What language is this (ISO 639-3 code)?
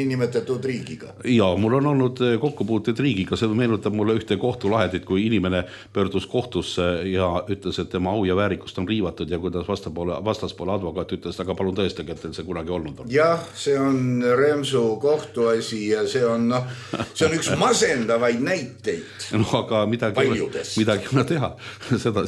est